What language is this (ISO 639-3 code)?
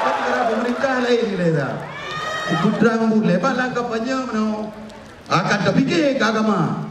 ace